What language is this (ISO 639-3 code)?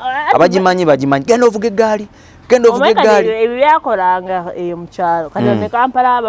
lug